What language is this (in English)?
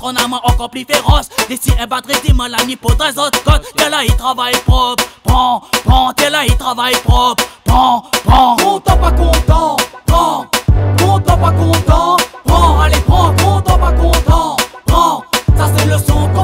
Réunion Creole French